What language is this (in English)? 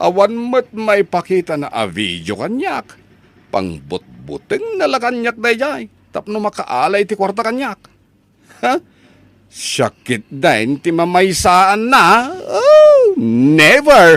Iloko